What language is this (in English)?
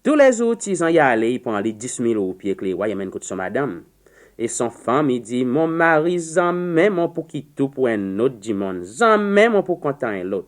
Seselwa Creole French